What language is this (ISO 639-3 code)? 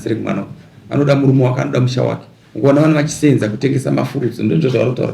sna